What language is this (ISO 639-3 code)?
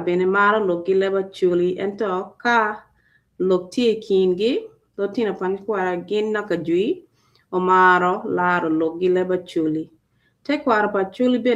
ach